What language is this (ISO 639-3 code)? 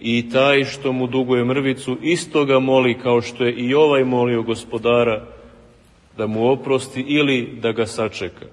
srp